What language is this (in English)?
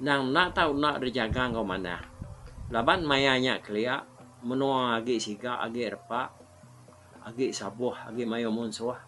Iban